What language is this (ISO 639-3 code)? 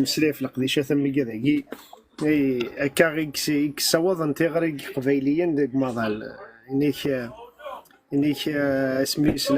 kab